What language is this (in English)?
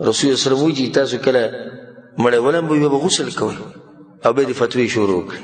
Pashto